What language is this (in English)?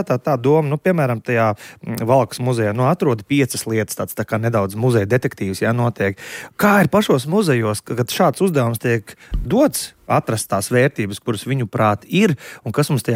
Latvian